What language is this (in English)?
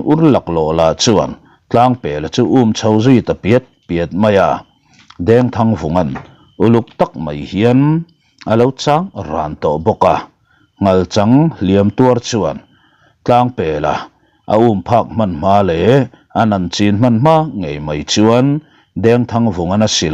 Mizo